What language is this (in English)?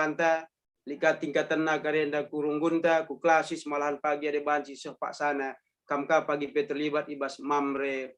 Batak Karo